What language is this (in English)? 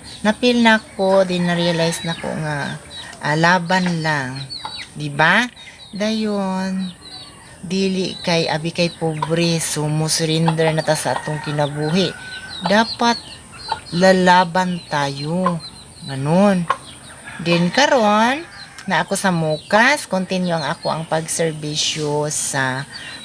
Cebuano